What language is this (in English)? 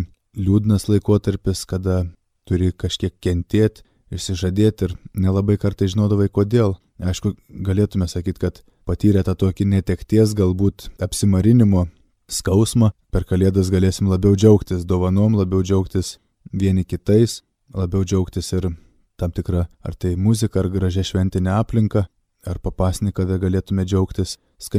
Lithuanian